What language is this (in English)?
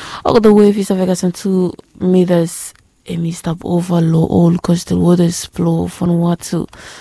Bislama